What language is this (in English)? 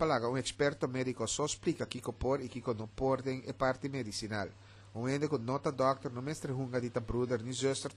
Papiamento